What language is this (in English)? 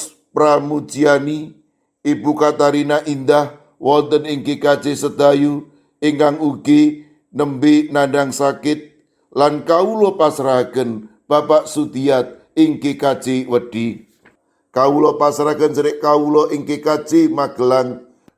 Javanese